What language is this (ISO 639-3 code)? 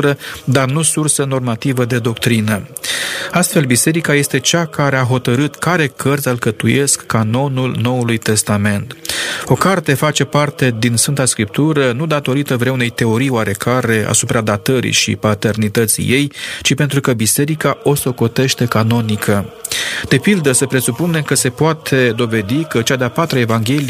ron